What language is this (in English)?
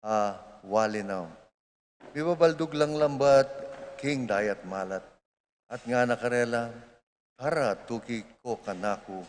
Pampanga